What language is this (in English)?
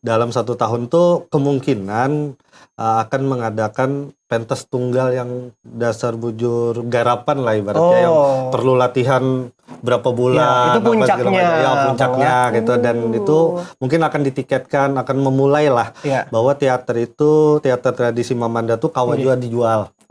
Banjar